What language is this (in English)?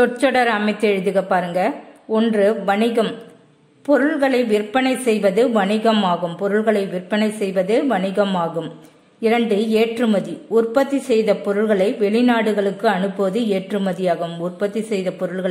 Tamil